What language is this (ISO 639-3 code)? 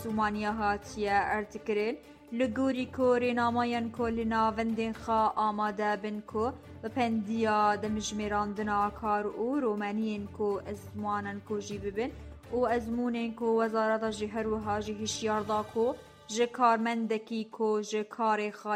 kur